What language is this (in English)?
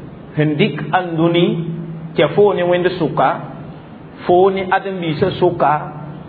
Mossi